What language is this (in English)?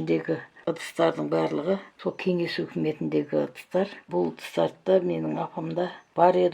Kazakh